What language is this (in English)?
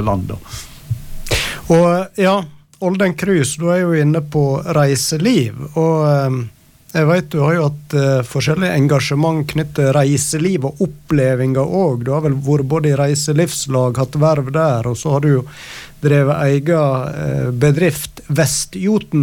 Norwegian